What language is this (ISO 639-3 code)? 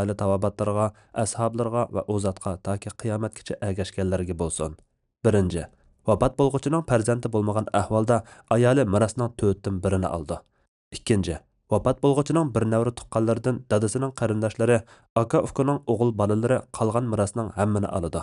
uig